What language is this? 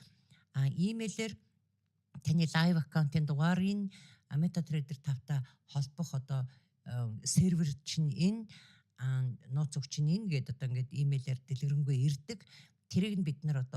Mongolian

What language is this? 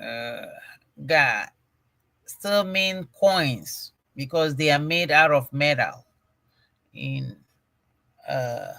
Ewe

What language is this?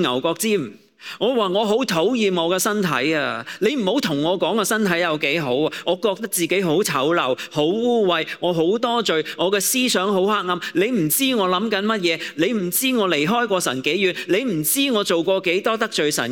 Cantonese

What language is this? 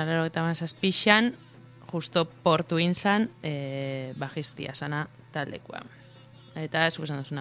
Basque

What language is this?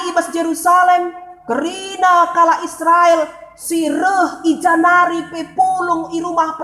Batak Karo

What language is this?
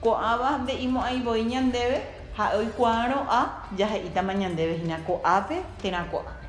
Guarani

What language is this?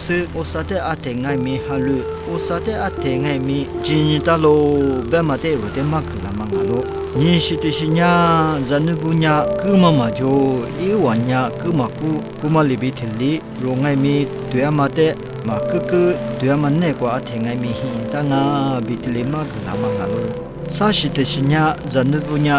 Lisu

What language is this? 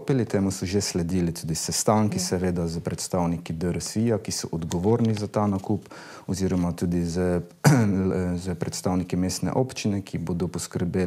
Slovenian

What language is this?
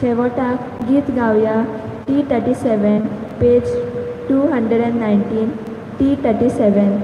Konkani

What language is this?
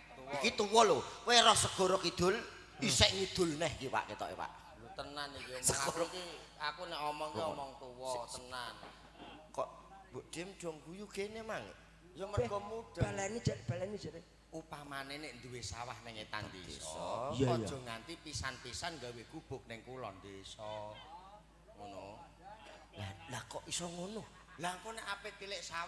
Javanese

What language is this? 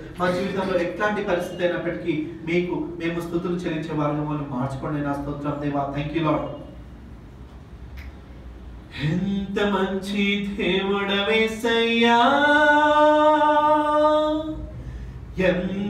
Telugu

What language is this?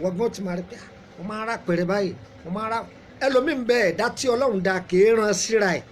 Yoruba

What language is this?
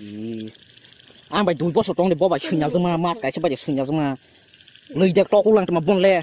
Kok Borok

